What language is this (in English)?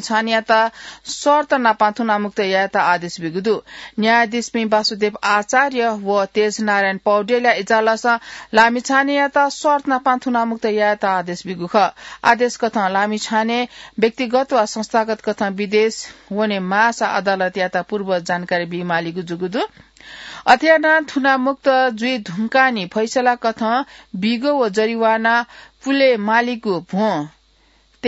Newari